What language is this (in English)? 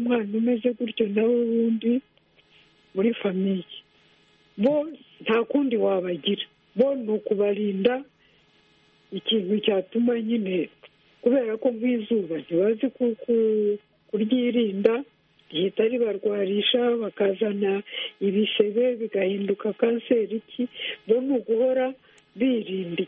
Kinyarwanda